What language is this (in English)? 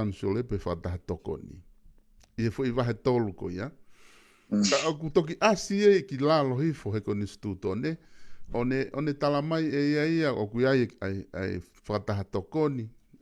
Tongan